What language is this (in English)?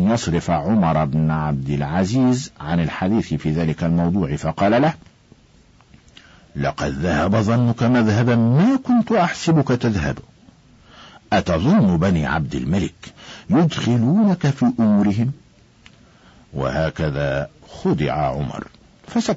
Arabic